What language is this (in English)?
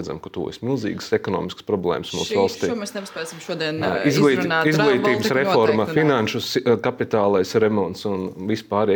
Latvian